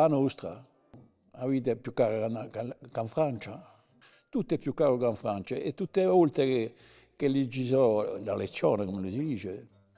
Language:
Corsican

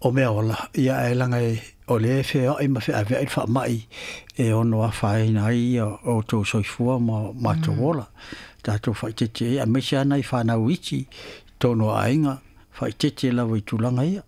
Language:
Samoan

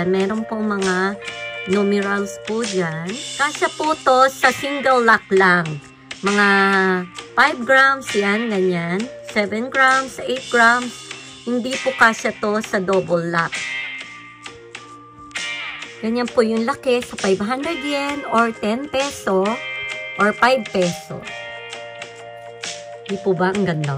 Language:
Filipino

